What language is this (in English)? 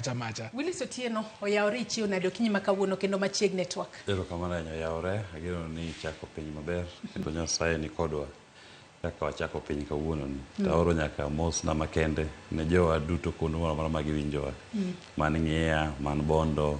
Luo (Kenya and Tanzania)